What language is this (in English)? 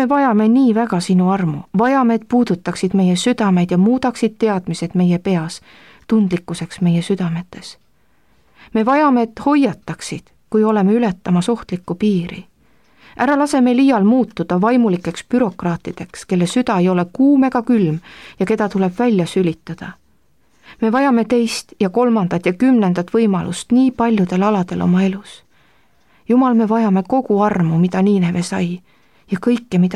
Estonian